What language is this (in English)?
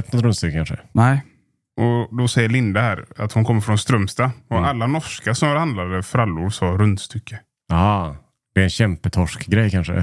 Swedish